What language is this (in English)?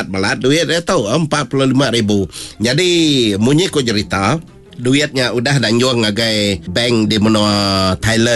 Iban